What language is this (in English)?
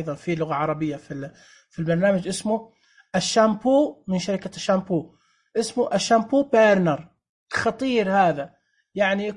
Najdi Arabic